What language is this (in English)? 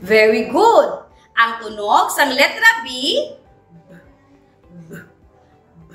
Hiligaynon